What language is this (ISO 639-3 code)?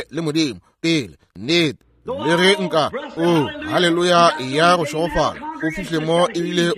nso